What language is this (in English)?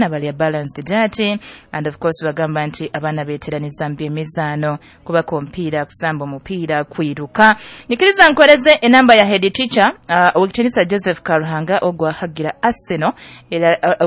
Nyoro